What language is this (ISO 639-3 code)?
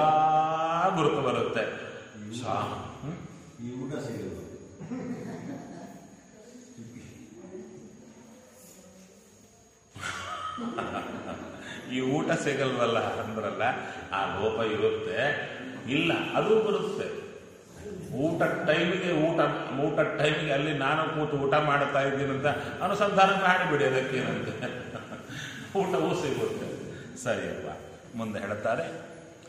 kan